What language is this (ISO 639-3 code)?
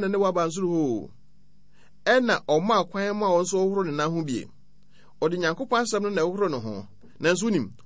aka